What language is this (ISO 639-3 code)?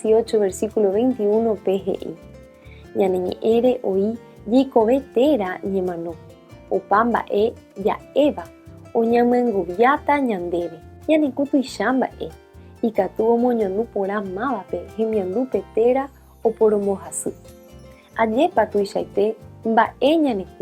grn